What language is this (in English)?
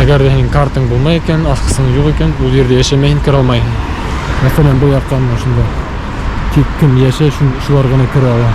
Bashkir